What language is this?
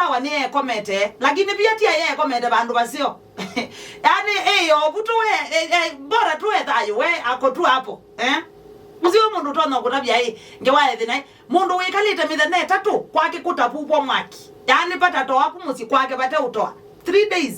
Kamba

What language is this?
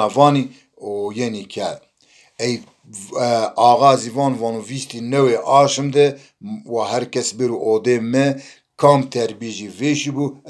Zaza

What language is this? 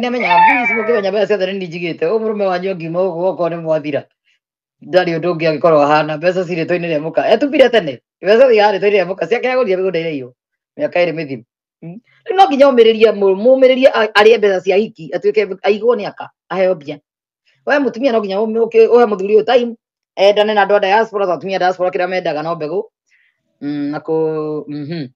Kikuyu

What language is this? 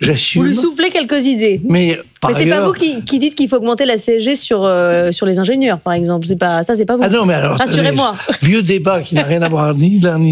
French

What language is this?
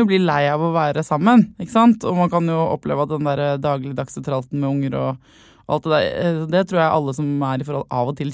Norwegian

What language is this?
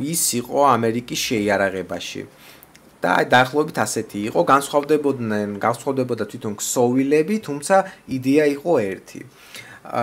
Georgian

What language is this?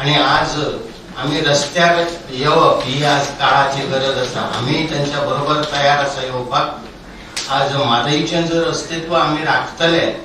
Konkani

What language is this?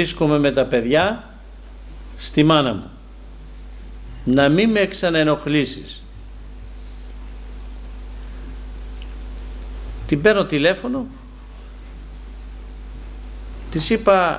Greek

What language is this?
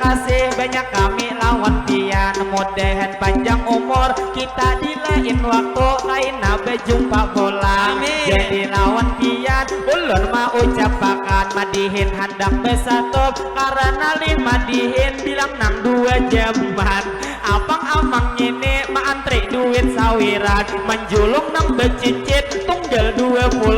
Banjar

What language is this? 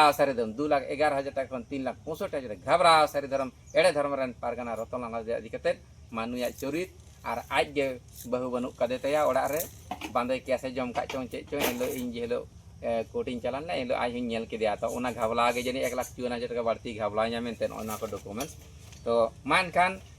Santali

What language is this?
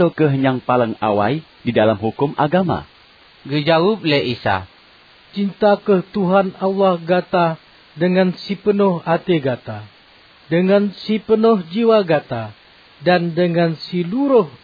Achinese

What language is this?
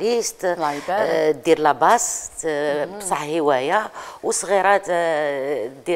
Algerian Arabic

